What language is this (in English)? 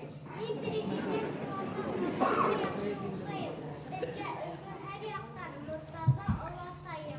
Bashkir